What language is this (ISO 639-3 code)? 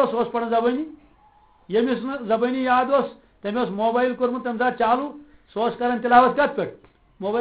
kas